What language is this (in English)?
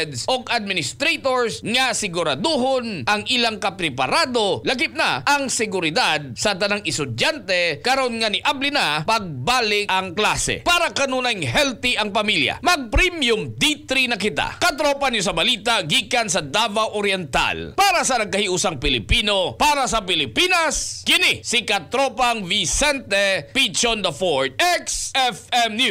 Cebuano